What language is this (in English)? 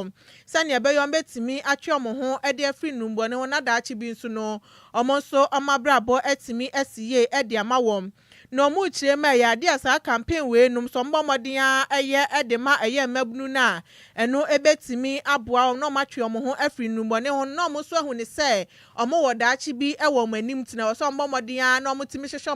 Akan